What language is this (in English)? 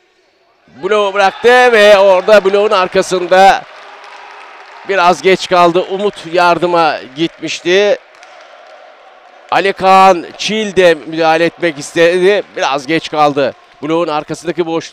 Turkish